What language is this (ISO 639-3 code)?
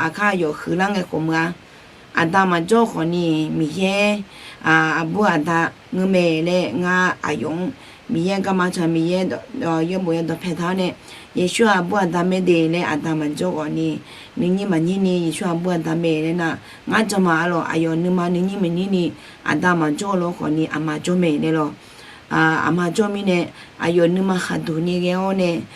ahk